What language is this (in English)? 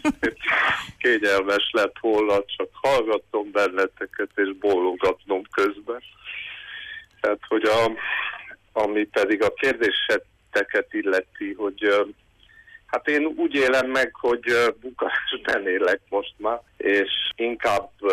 Hungarian